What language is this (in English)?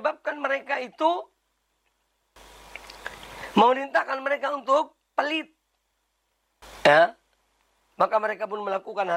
Indonesian